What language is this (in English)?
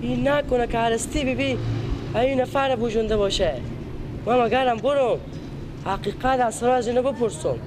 Persian